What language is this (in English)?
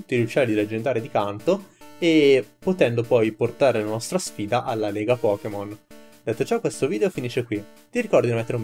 Italian